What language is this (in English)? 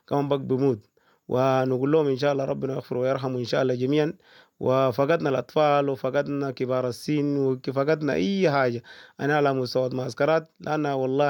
Sudanese Arabic